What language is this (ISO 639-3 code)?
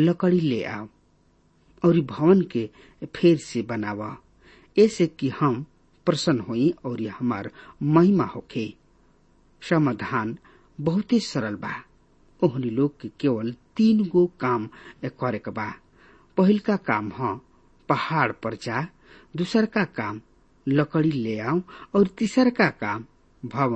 bho